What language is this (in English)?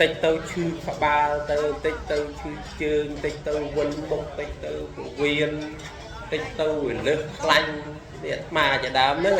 Khmer